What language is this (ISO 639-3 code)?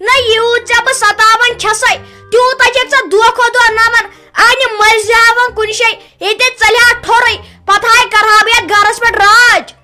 kas